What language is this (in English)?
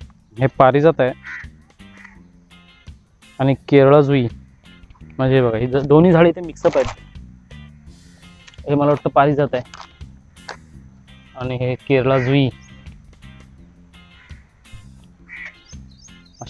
Marathi